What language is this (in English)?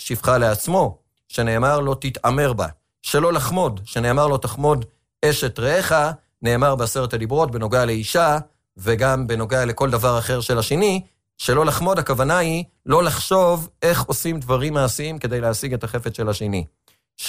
Hebrew